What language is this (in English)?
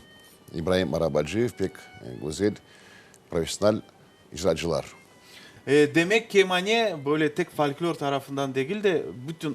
Crimean Tatar